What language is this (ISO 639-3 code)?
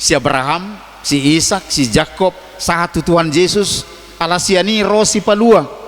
bbc